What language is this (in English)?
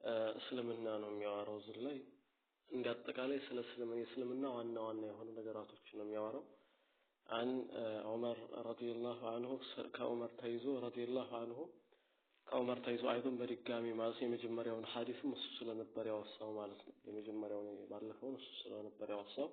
Amharic